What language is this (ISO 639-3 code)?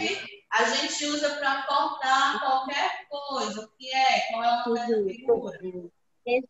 por